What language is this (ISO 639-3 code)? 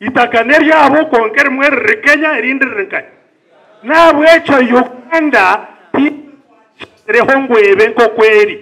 nyn